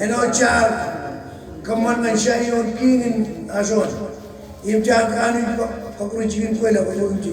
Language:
Marshallese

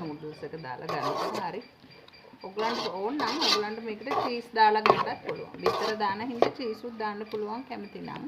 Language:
Sinhala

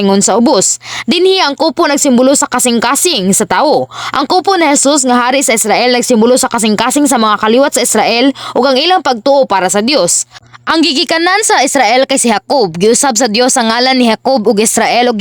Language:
Cebuano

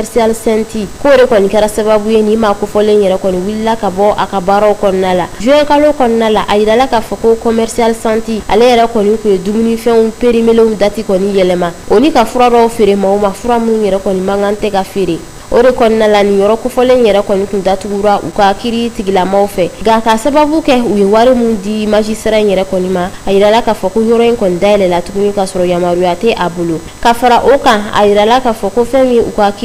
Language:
Bambara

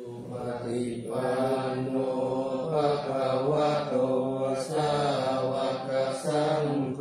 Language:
Pali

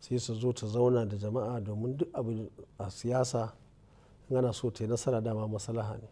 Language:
Hausa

